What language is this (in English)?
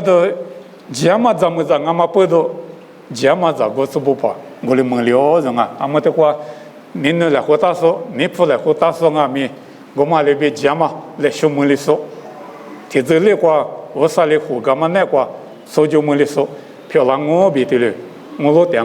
Lisu